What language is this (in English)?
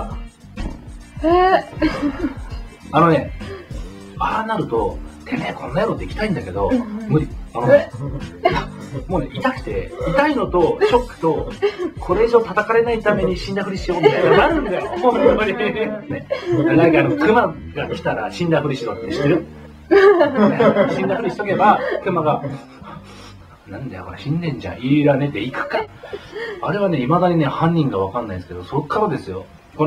Japanese